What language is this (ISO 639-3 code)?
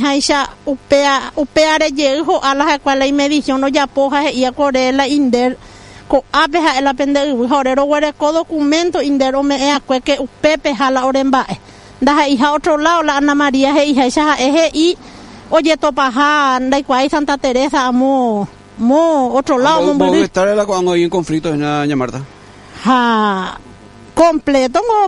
grn